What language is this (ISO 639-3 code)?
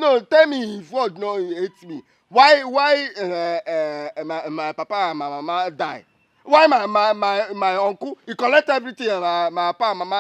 pcm